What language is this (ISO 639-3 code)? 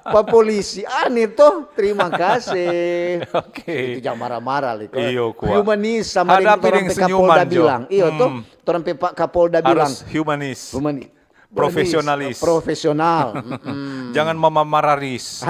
xmm